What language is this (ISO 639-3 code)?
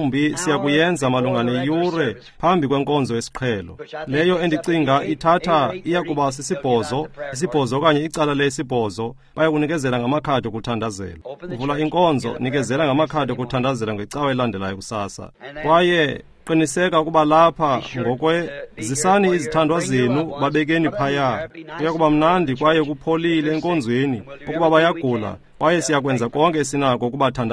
xho